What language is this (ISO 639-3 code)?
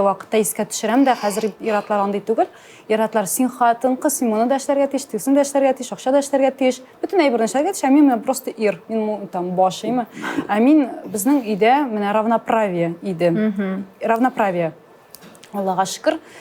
tat